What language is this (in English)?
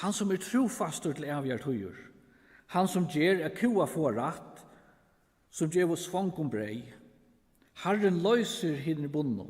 Faroese